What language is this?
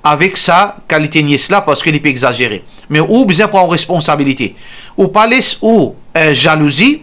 Morisyen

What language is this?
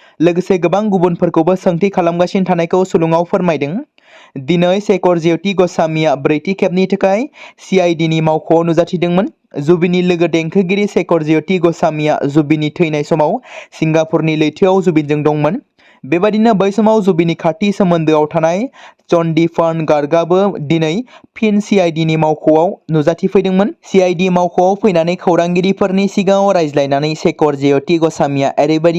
Bodo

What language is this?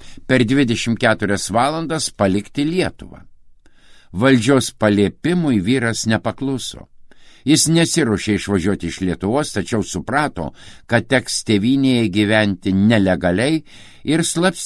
Lithuanian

